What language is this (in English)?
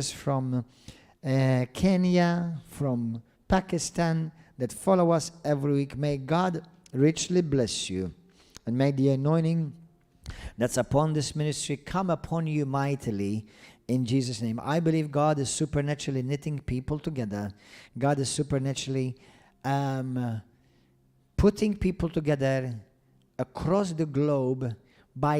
English